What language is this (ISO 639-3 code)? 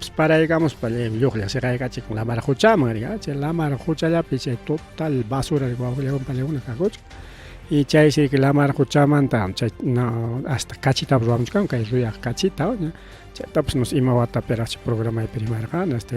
quy